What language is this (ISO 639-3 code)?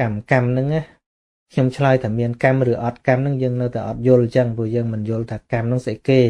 khm